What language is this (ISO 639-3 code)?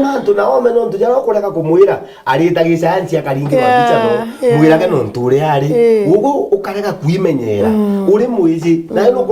mer